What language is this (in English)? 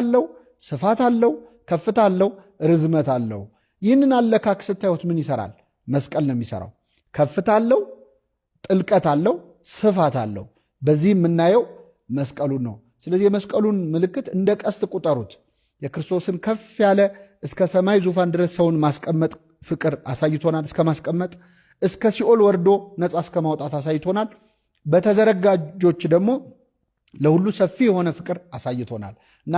Amharic